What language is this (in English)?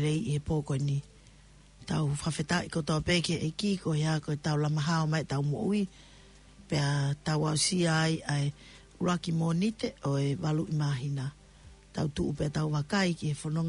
Tongan